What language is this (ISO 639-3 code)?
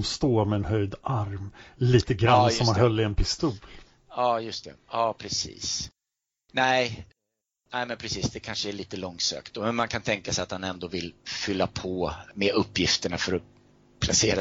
swe